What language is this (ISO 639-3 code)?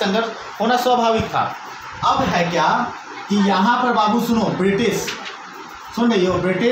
hin